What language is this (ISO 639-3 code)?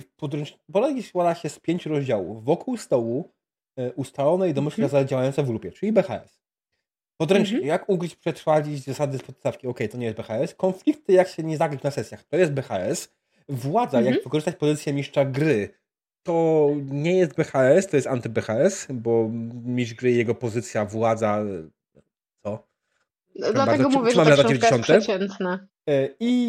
pol